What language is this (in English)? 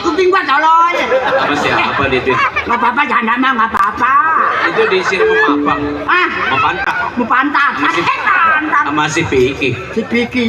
Betawi